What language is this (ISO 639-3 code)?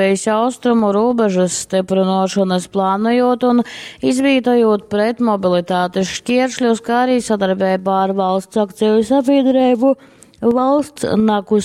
ltg